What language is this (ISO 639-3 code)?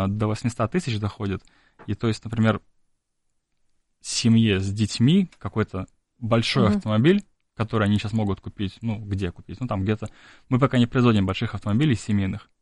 rus